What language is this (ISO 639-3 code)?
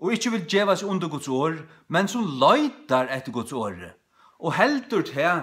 fao